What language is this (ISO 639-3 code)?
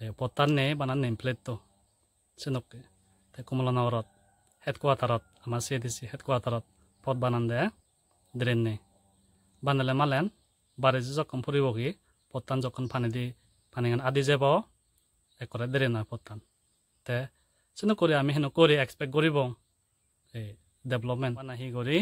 ccp